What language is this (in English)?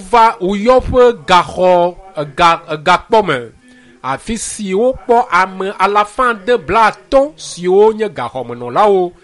Ewe